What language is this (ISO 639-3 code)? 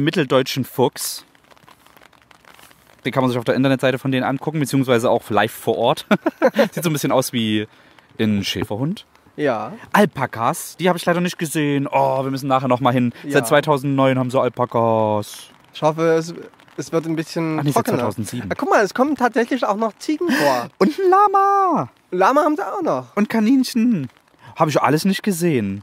deu